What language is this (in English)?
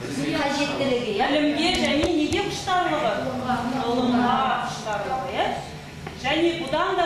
Kazakh